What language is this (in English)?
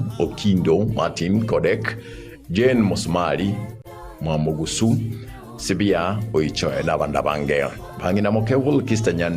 Gusii